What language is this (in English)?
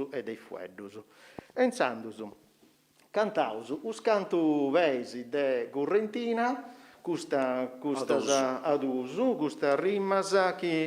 Sardinian